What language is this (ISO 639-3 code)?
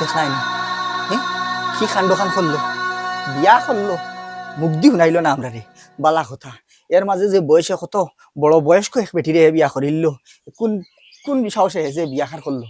syl